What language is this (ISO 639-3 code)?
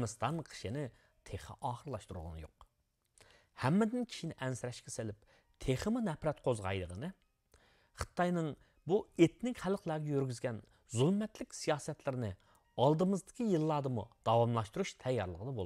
uig